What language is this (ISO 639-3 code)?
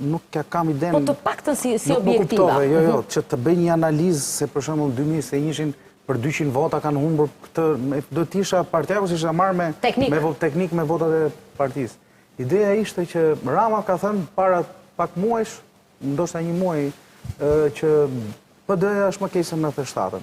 sqi